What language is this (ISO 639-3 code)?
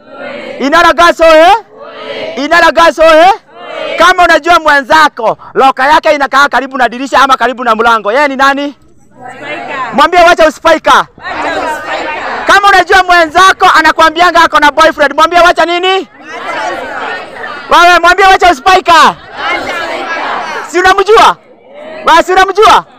swa